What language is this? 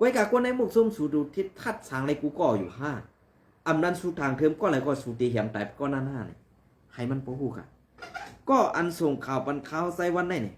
Shan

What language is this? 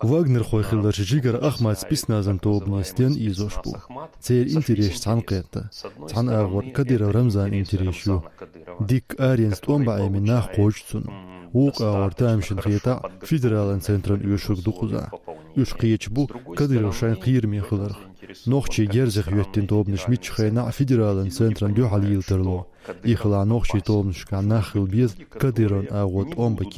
Chechen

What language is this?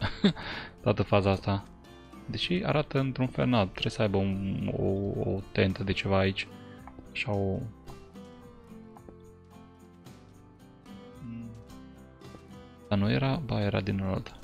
Romanian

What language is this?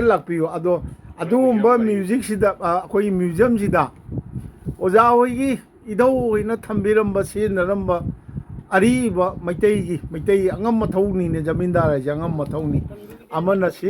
Manipuri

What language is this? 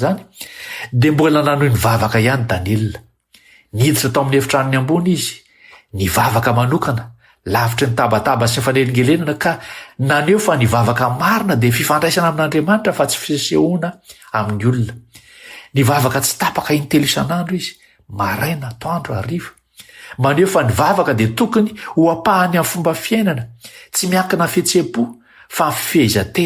Malagasy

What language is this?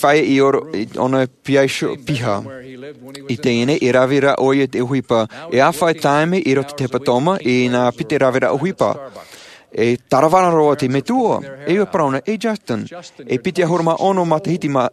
Tahitian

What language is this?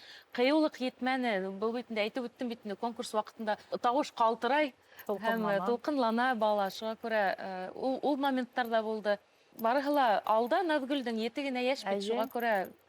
Bashkir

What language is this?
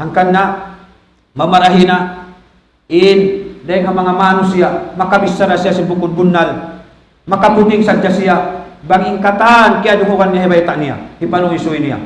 Tausug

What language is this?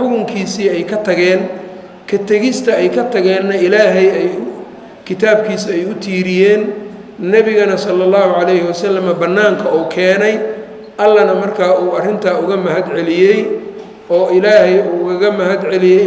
Somali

